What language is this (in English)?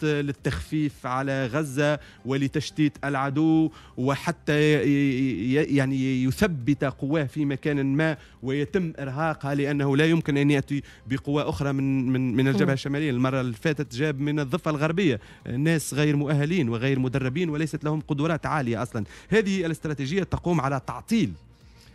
Tunisian Arabic